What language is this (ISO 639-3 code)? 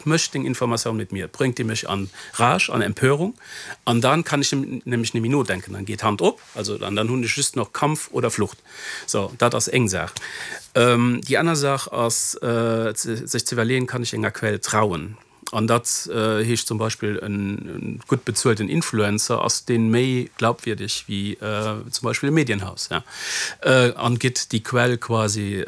ltz